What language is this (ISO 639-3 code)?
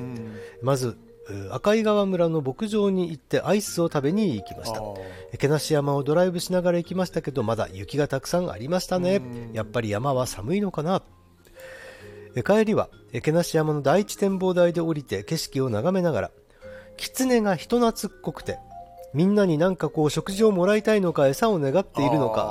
jpn